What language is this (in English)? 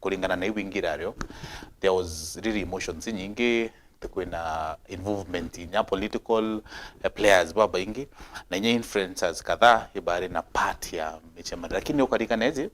Meru